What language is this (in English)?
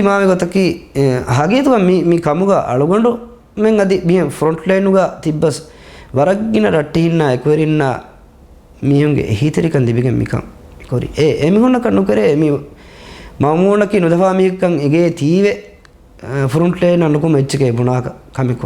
Divehi